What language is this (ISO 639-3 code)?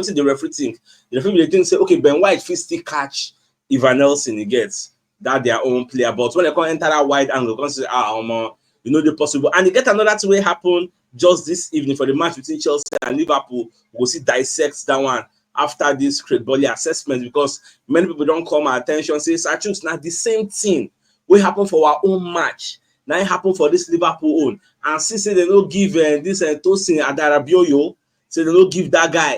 pcm